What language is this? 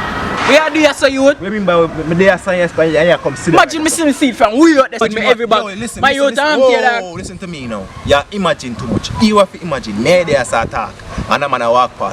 Jamaican Creole English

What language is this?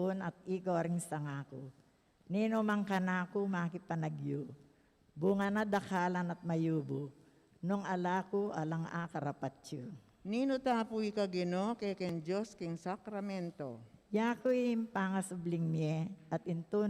Pampanga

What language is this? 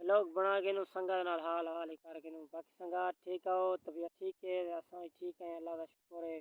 Saraiki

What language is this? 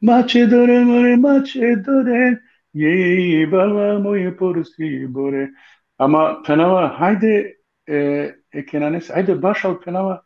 Balkan Romani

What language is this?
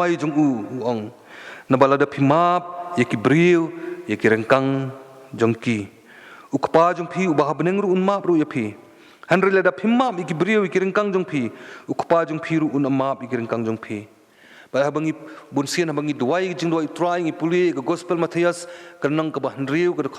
Khasi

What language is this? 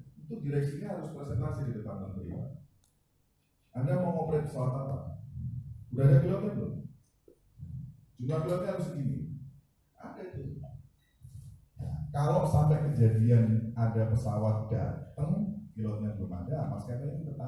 Indonesian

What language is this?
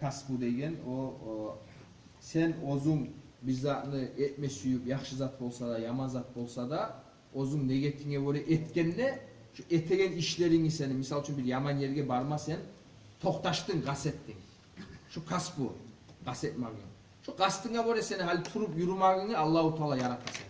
Kumyk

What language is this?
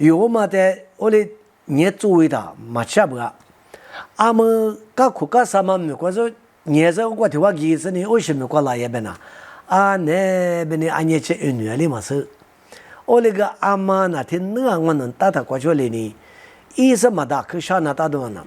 Lisu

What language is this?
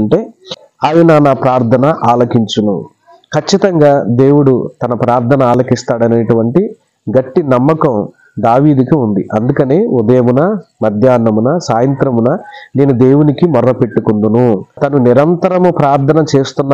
Telugu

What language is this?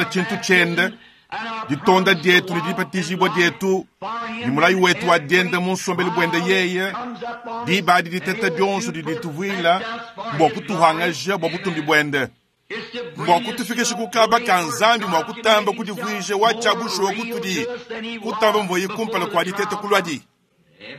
Luba-Lulua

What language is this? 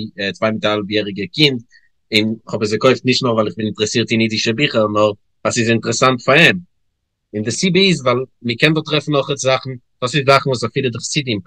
Yiddish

